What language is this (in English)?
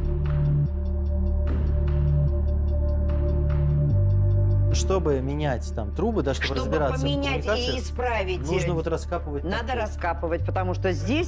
Russian